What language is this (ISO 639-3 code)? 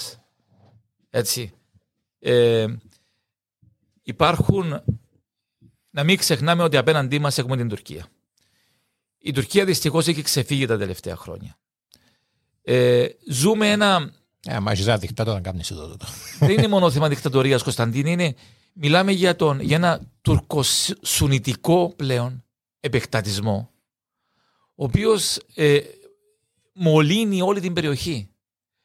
ell